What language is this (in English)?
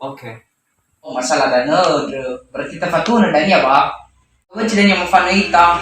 Nias